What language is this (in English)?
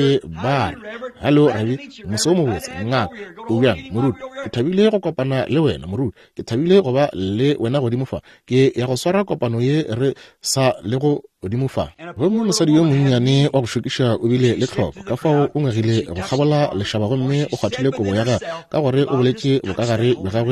Northern Sotho